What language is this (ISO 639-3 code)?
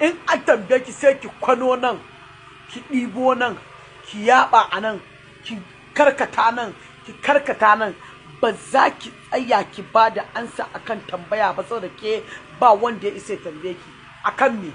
hau